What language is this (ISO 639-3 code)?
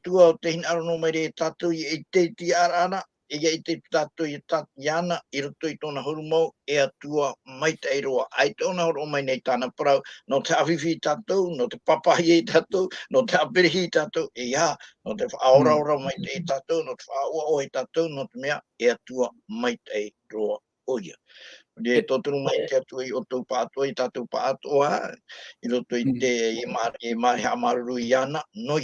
tah